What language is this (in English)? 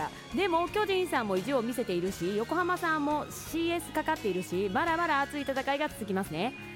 Japanese